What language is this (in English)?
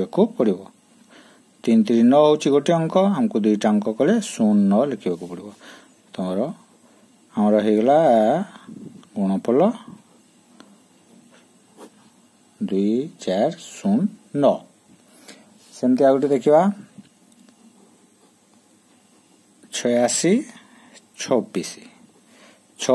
Odia